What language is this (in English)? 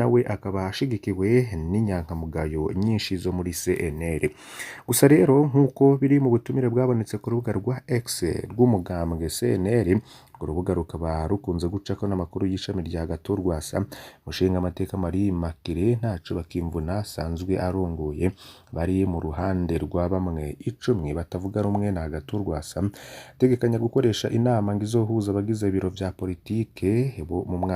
Rundi